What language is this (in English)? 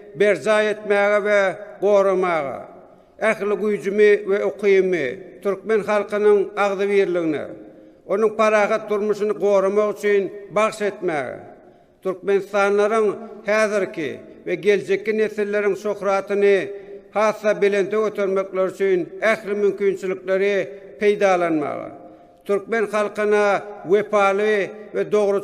Turkmen